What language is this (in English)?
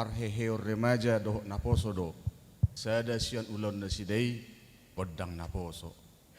Batak Toba